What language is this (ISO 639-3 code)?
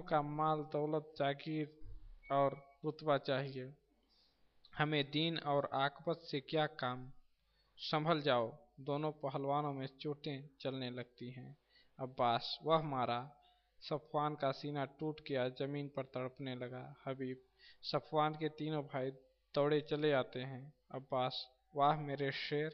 hin